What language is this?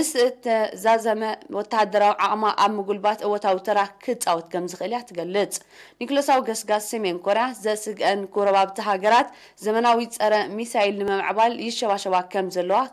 Tigrinya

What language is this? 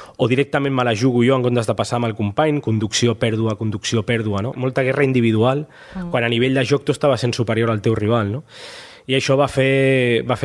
Catalan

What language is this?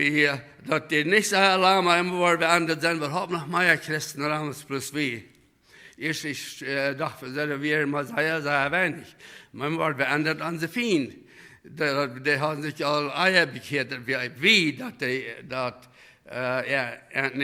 Plautdietsch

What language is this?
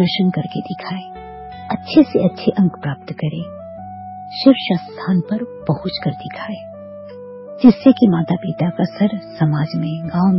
Hindi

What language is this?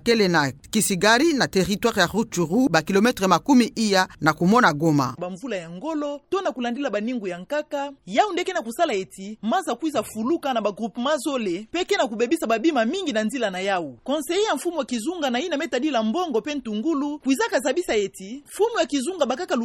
Kituba (Democratic Republic of Congo)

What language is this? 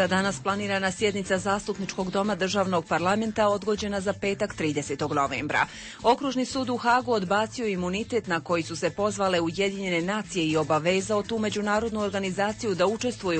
Bosnian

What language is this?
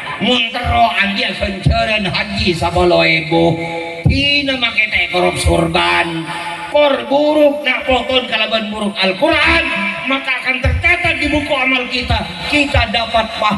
Madurese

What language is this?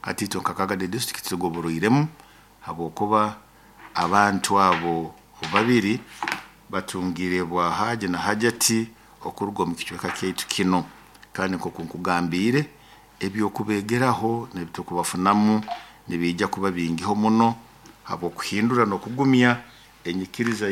Nyoro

